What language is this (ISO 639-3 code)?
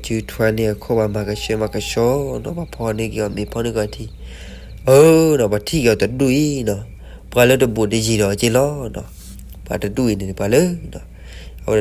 ksw